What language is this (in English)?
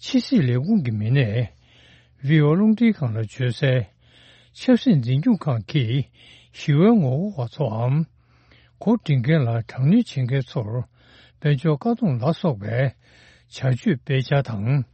Tibetan